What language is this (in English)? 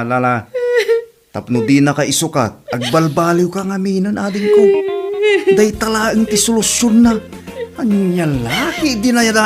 Iloko